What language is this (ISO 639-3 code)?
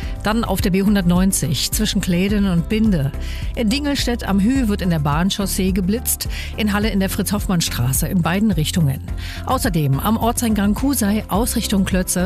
deu